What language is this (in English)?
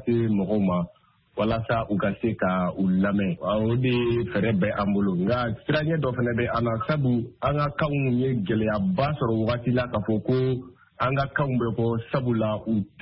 Bambara